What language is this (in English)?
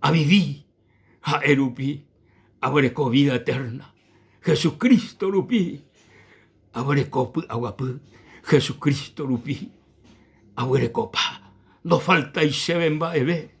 Guarani